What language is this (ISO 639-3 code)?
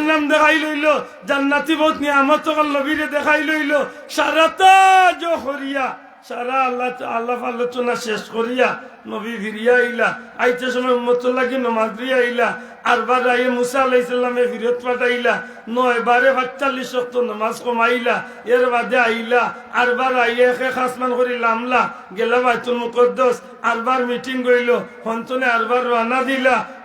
syl